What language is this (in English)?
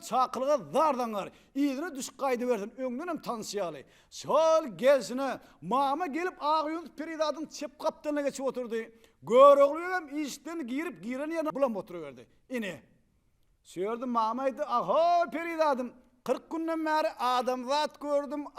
Turkmen